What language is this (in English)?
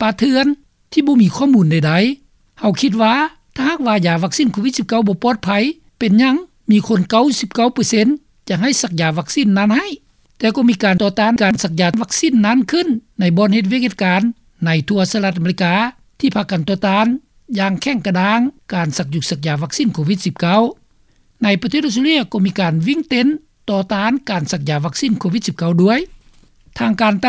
Lao